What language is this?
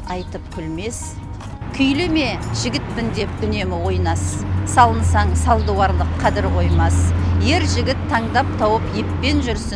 Kazakh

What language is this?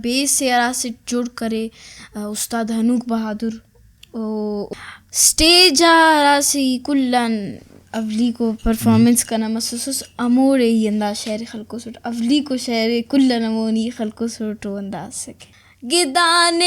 Brahui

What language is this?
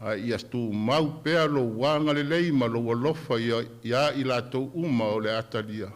Samoan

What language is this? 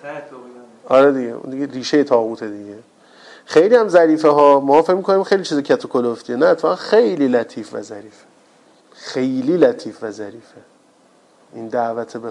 Persian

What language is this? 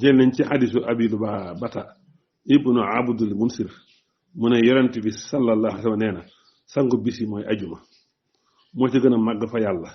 Wolof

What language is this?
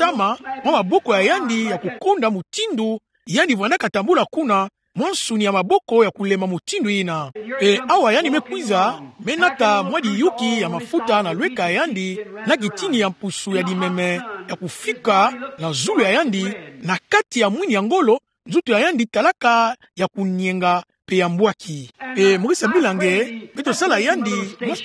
Kituba (Democratic Republic of Congo)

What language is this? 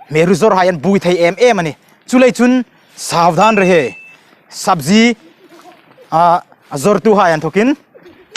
Hmar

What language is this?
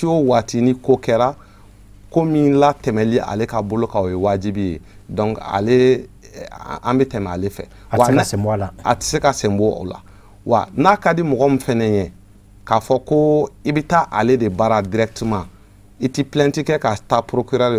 Bambara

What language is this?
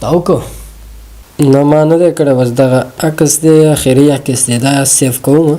Pashto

